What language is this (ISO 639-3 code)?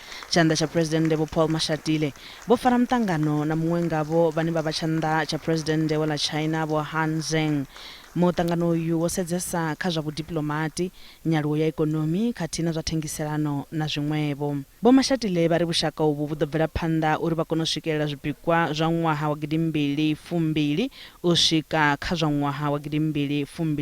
ven